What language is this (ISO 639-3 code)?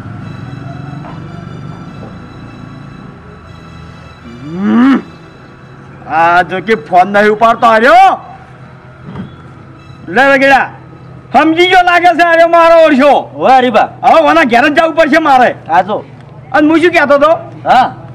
guj